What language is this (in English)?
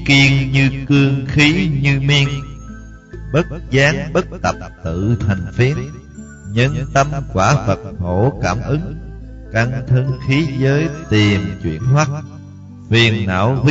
Vietnamese